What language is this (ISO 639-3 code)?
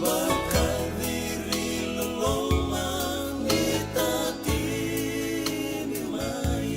fij